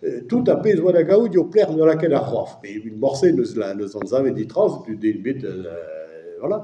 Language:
Breton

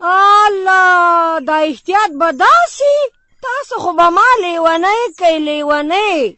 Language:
Pashto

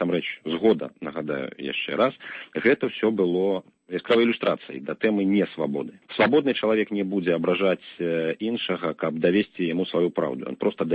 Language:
Belarusian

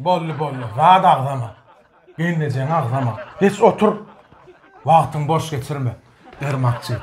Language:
Turkmen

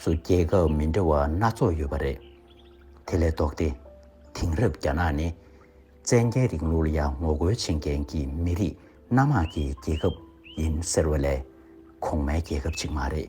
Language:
Tibetan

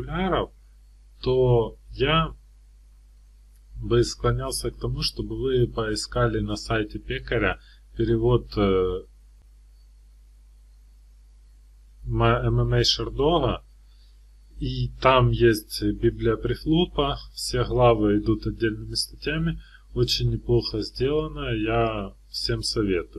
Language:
Russian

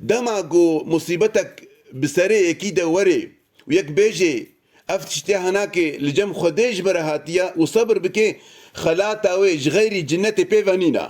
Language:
Kurdish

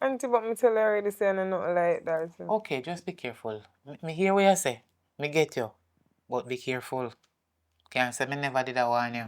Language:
Jamaican Creole English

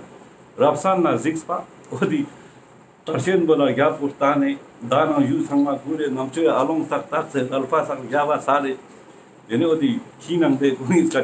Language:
Ladakhi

